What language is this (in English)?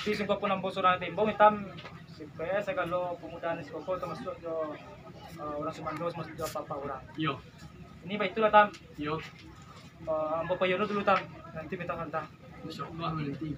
Minangkabau